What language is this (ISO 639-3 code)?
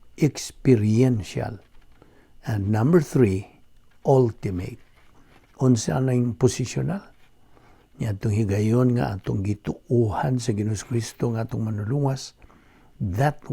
ceb